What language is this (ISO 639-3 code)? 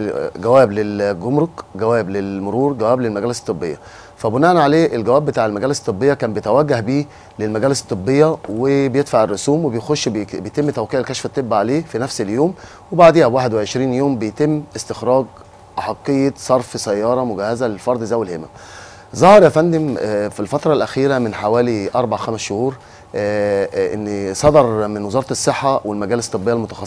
arz